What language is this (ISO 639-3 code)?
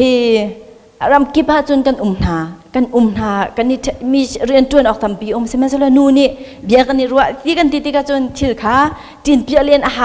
cnh